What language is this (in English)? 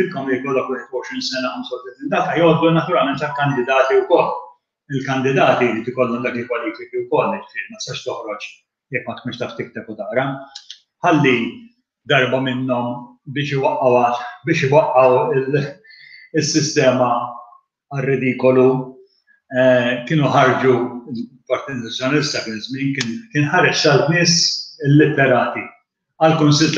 Maltese